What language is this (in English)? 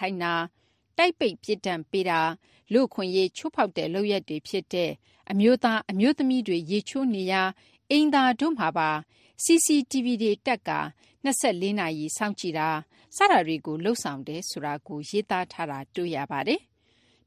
Burmese